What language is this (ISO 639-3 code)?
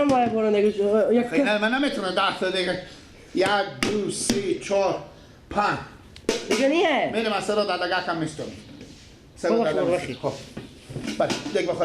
fas